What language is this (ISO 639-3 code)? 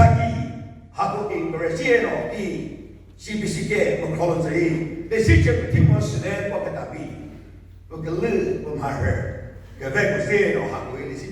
nri